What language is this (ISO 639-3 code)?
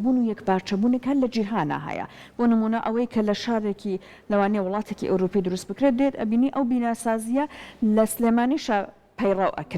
ckb